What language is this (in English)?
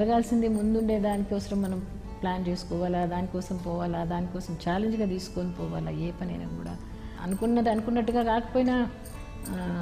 Telugu